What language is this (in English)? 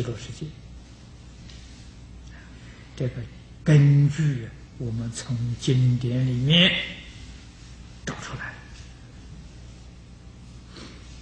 Chinese